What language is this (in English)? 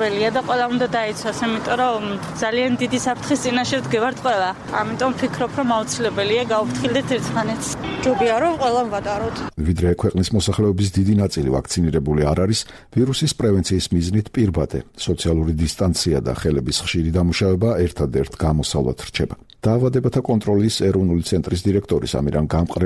Georgian